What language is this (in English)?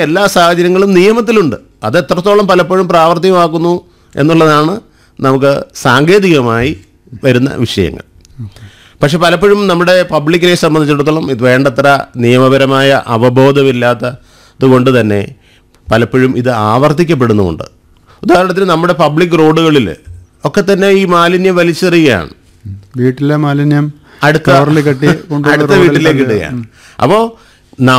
Malayalam